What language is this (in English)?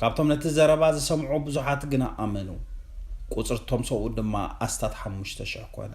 Tigrinya